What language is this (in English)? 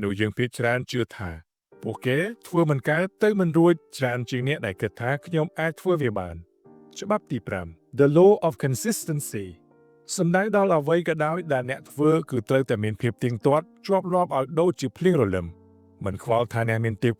Khmer